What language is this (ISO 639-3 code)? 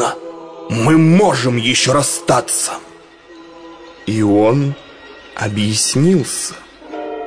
rus